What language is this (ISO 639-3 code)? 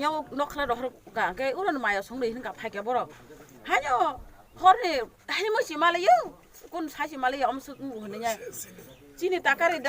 trp